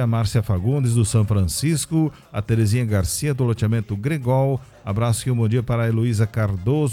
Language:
Portuguese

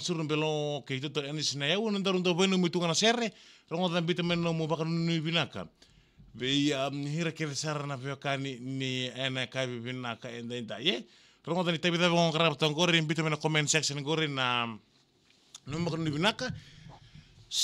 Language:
Fijian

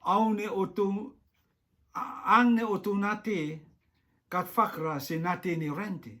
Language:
Rotuman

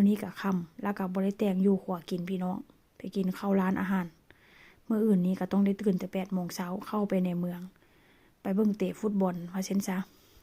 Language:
Northeastern Thai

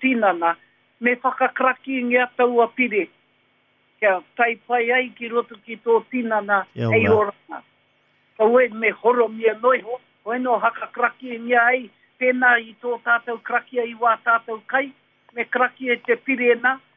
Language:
Māori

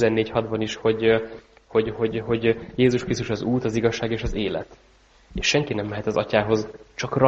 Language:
Hungarian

